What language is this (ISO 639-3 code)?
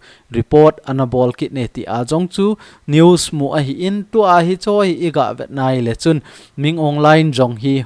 tcz